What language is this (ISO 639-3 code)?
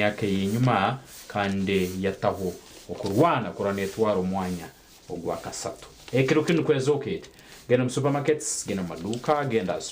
nyn